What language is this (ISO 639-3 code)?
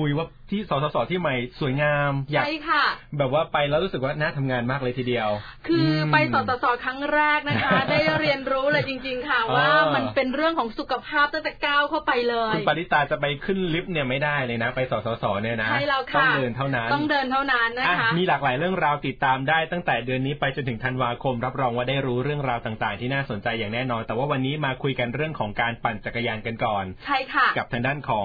tha